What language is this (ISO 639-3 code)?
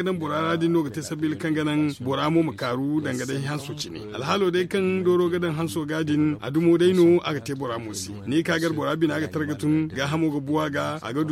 dje